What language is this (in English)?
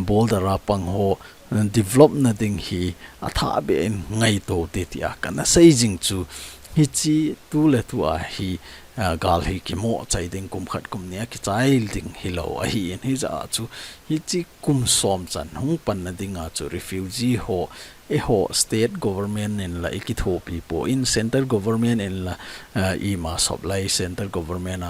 Thado Chin